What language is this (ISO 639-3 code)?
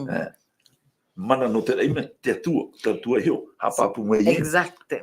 tah